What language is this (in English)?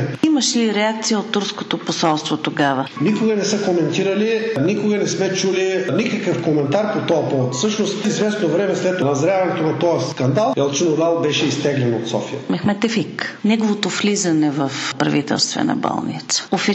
Bulgarian